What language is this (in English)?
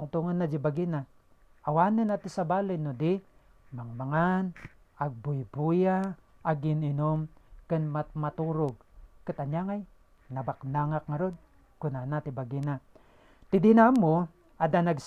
Iloko